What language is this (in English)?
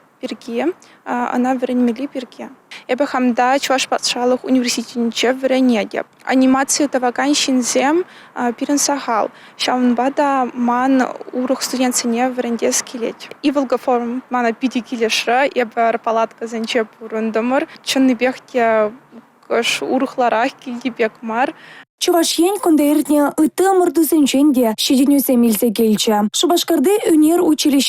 Chuvash